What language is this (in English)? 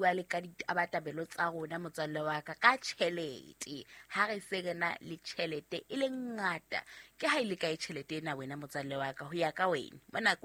Southern Sotho